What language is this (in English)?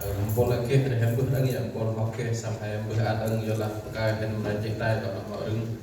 Central Mnong